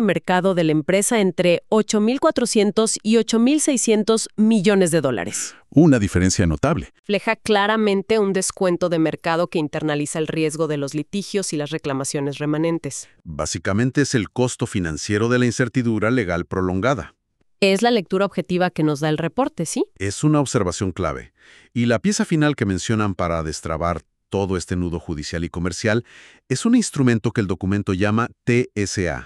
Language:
Spanish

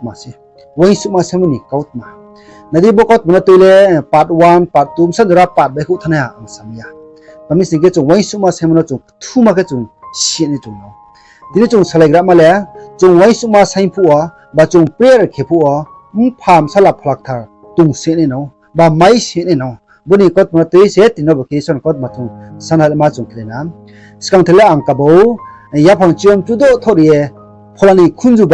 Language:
Riang (India)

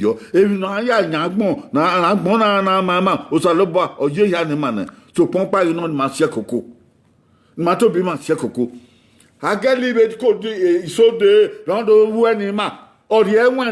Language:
Bini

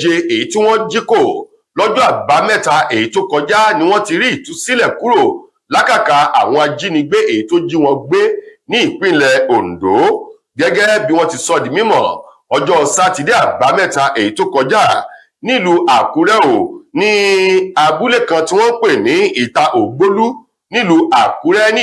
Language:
Yoruba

